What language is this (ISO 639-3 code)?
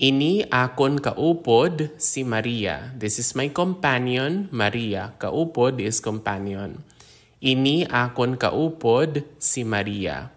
hil